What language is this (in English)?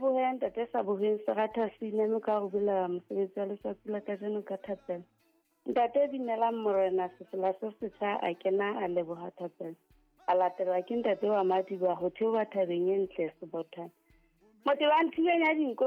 Southern Sotho